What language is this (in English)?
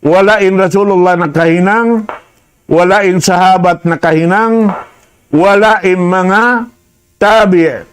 Tausug